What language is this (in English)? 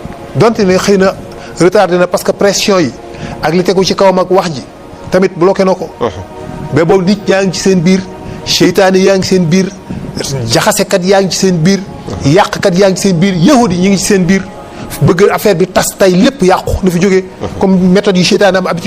Wolof